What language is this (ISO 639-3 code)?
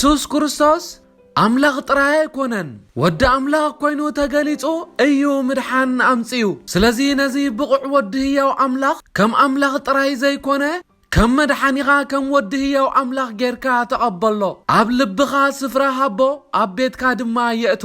tir